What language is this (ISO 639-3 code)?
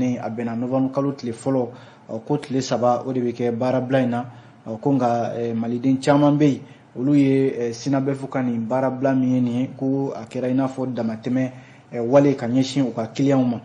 bam